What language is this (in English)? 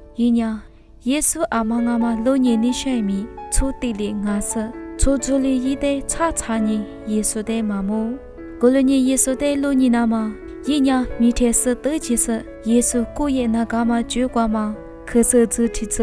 Lisu